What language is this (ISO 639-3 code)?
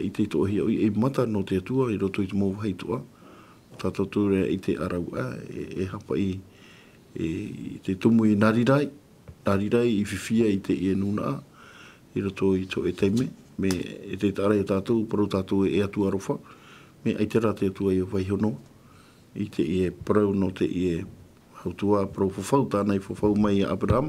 tah